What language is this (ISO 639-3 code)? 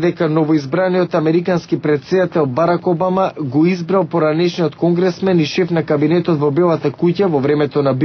mkd